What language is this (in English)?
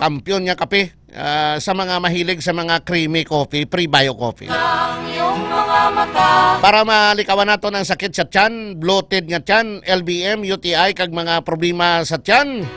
Hiligaynon